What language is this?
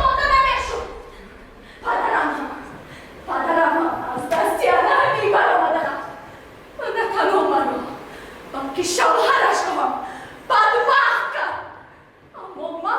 Tajik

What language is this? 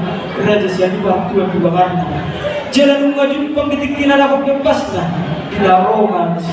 Batak Toba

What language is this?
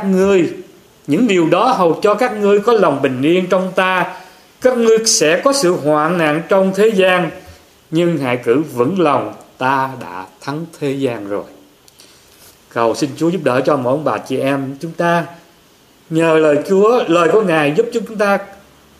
Vietnamese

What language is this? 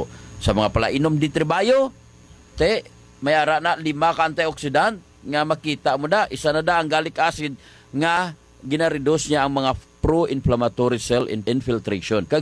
Hiligaynon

